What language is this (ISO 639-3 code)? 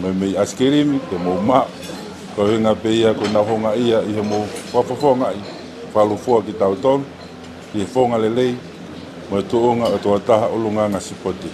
ton